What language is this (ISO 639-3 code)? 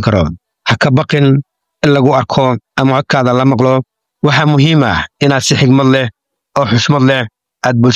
som